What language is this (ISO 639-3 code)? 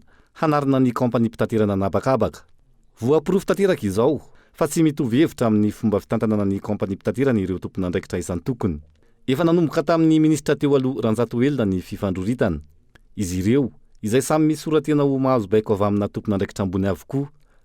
mlg